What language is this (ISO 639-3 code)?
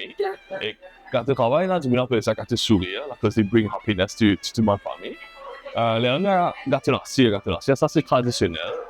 mfe